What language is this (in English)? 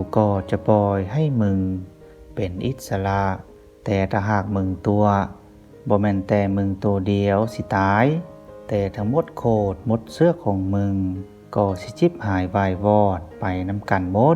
Lao